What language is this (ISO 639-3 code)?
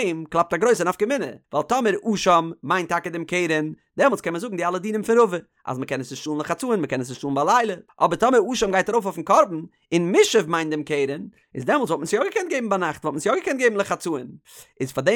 yid